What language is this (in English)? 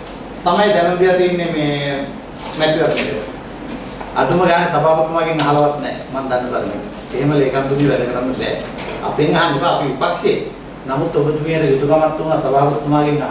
Sinhala